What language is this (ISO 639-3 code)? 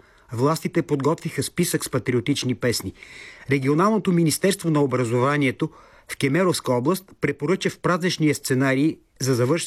bul